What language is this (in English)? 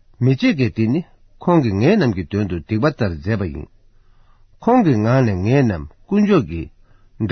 Tibetan